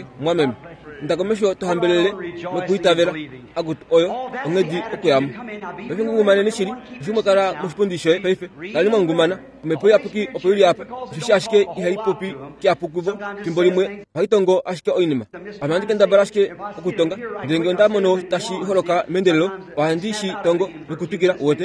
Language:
Kuanyama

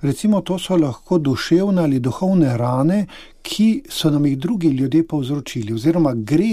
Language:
Slovenian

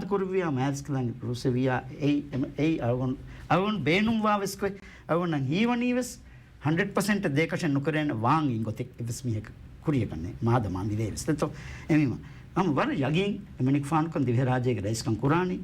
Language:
Divehi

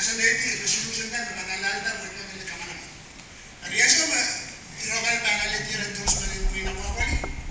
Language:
Pohnpeian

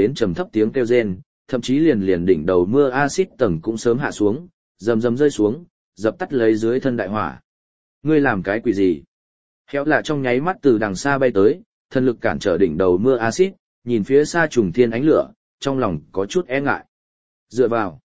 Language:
Vietnamese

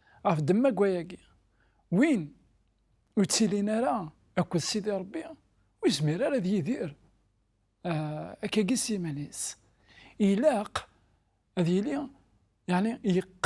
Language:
Kabyle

